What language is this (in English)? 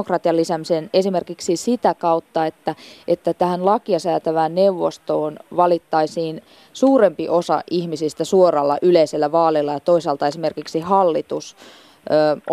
Finnish